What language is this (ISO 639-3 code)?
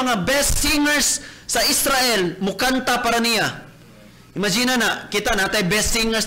ceb